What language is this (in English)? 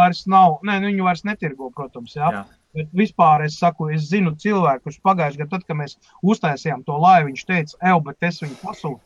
Latvian